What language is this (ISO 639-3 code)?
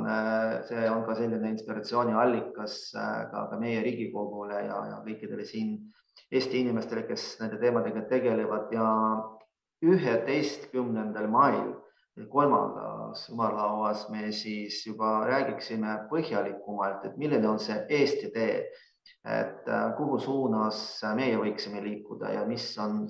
est